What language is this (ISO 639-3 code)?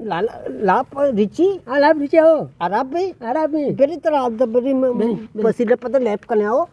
bgp